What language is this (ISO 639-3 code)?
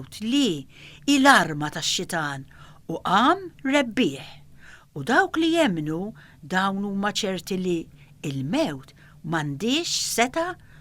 mlt